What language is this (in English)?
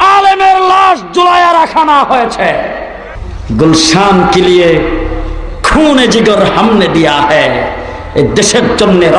Bangla